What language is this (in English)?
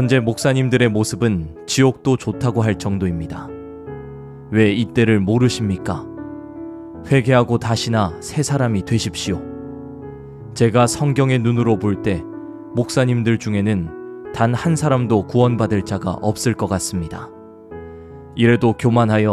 Korean